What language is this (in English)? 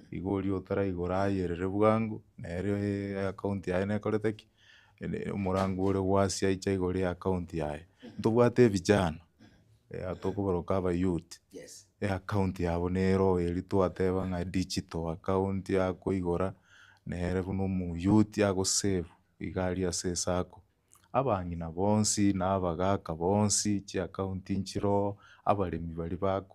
Gusii